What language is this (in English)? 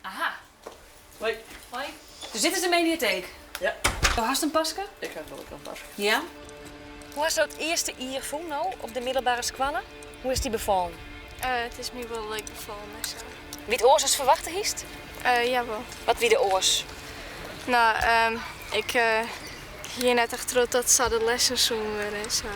Western Frisian